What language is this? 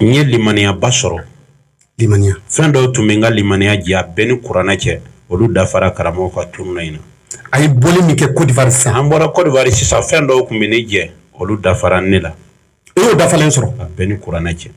Bambara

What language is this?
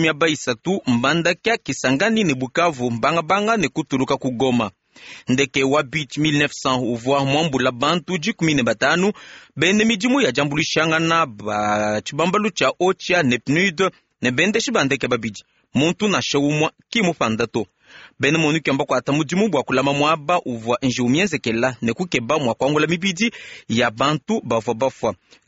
Luba-Lulua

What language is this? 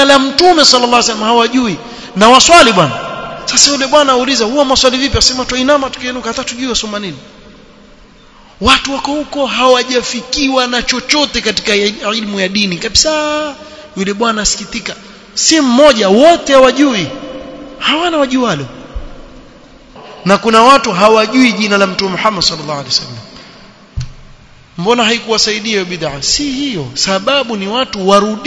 Swahili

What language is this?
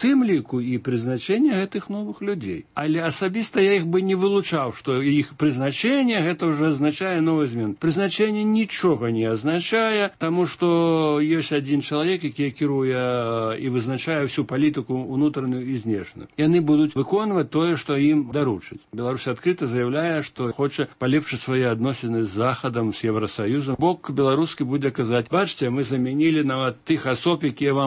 Belarusian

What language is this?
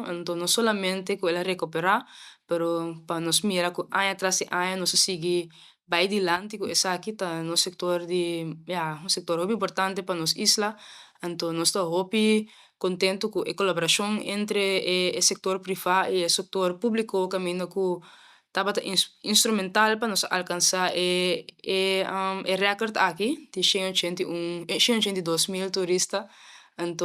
Papiamento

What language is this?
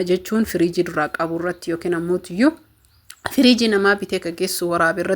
Oromo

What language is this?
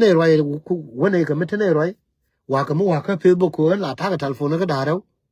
Nuer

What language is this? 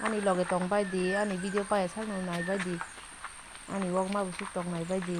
Kok Borok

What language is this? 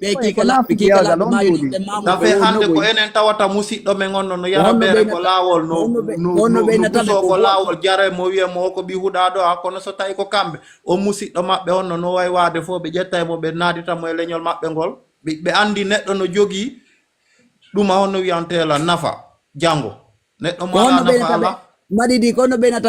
Fula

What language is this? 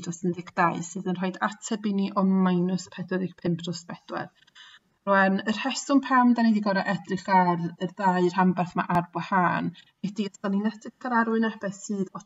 Welsh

